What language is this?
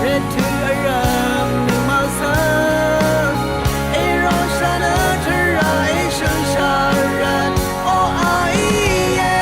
Rawang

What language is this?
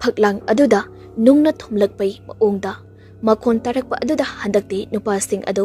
Manipuri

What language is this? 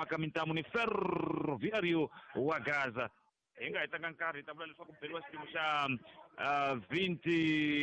Tsonga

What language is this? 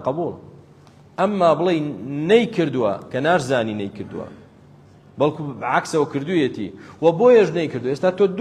Central Kurdish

